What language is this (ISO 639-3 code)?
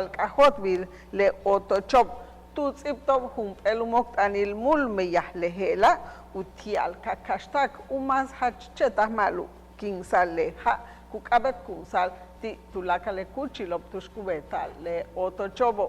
yua